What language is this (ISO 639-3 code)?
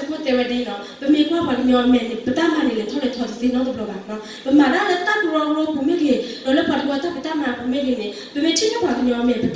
ksw